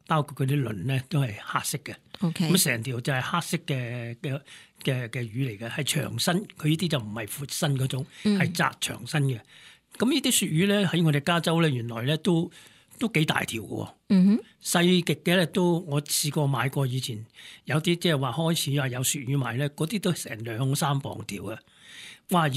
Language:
Cantonese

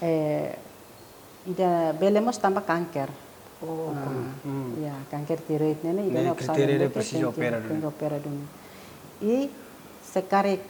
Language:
Tetum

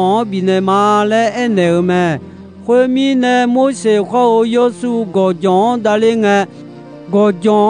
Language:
Akha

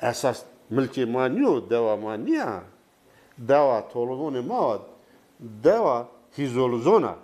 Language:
Zaza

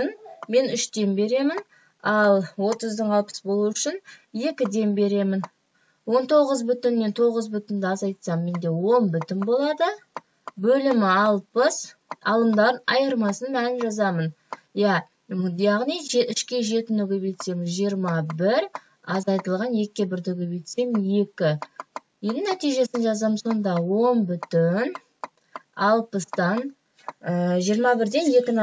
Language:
Kazakh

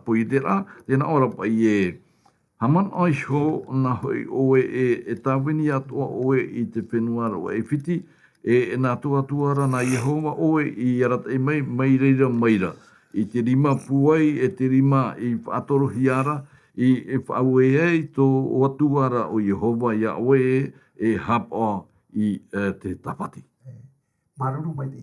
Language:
Tahitian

